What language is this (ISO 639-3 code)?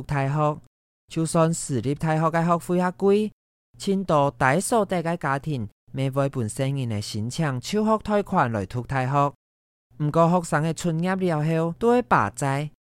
hak